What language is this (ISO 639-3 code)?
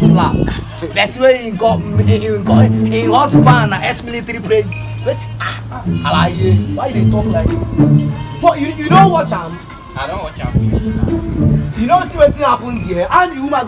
pcm